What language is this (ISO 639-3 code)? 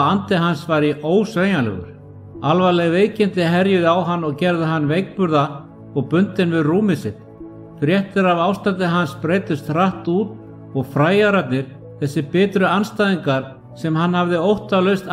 isl